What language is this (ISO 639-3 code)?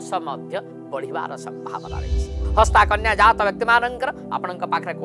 ori